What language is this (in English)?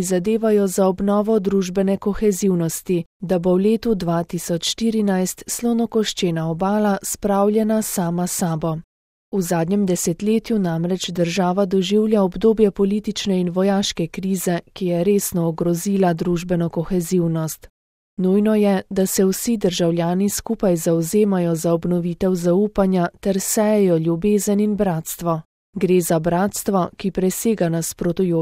Slovenian